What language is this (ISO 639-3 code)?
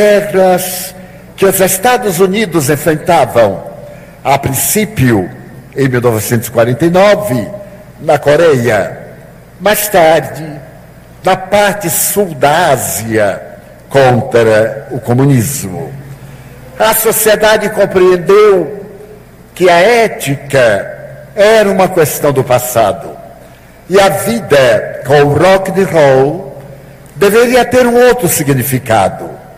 por